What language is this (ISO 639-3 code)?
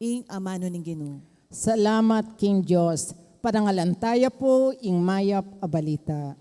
pam